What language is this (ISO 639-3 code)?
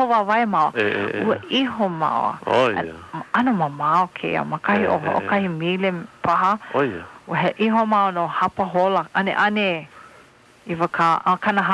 haw